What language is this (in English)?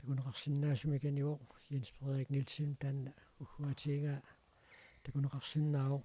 Kalaallisut